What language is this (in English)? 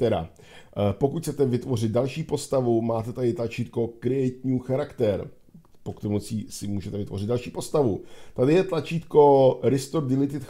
Czech